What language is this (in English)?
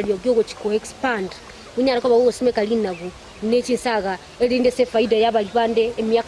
Gusii